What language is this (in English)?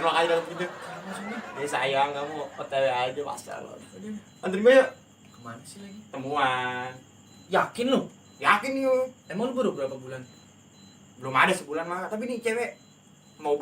Betawi